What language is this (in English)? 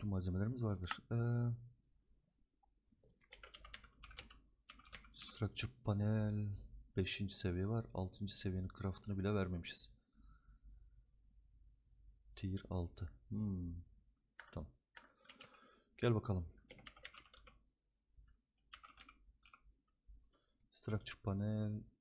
Turkish